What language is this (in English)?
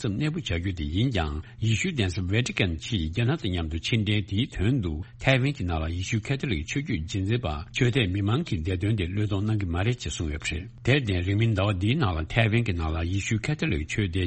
Tibetan